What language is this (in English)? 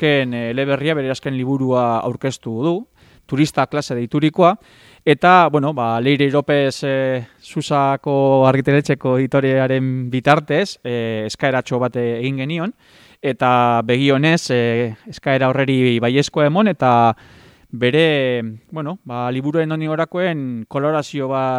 Basque